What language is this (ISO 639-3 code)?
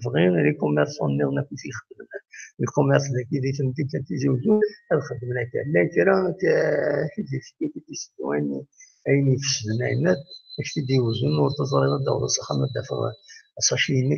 kab